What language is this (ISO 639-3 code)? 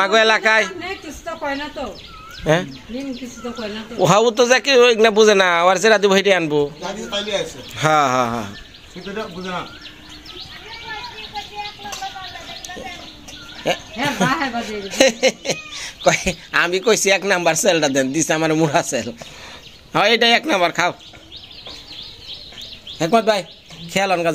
ben